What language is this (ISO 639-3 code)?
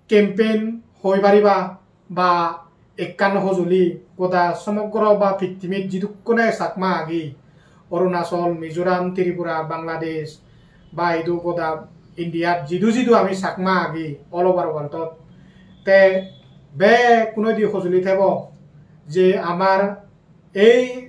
ccp